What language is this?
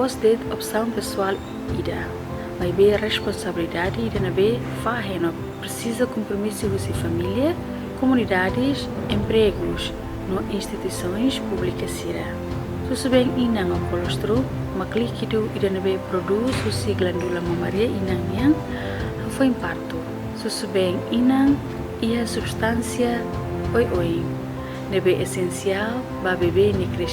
Tetum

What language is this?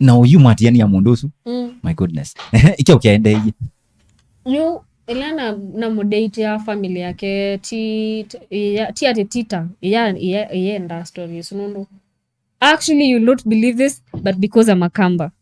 Kamba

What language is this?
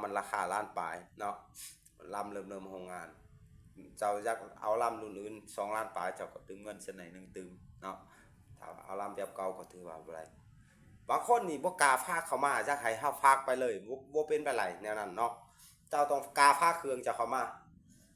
Lao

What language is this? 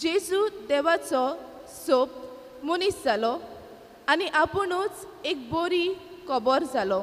Konkani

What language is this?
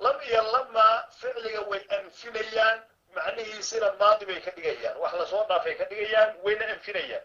Somali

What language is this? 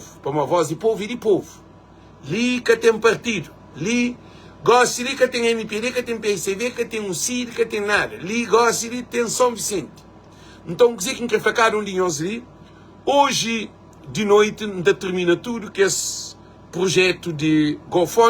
Kabuverdianu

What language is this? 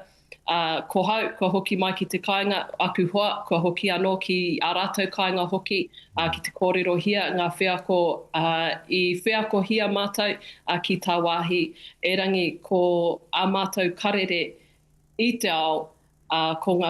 Māori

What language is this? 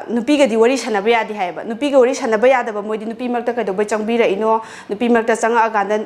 Manipuri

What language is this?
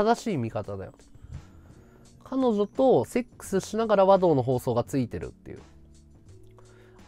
Japanese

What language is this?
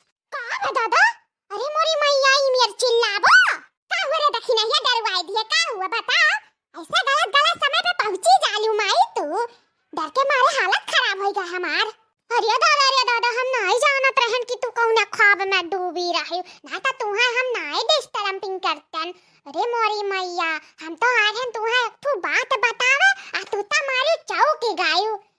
Awadhi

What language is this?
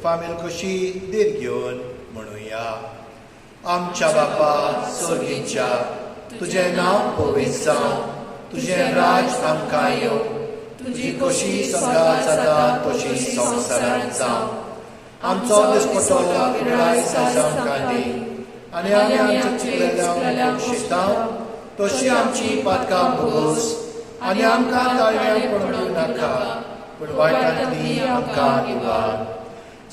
Konkani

